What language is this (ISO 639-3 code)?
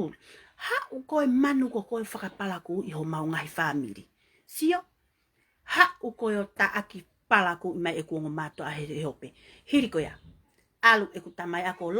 ton